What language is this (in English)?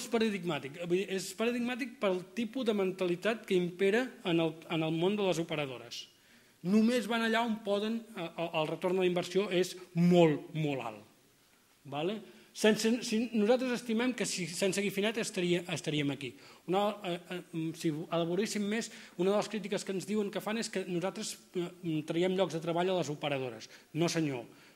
Catalan